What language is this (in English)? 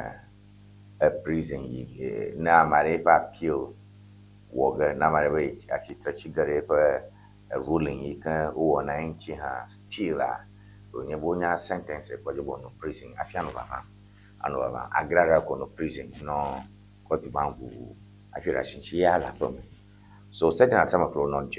Ewe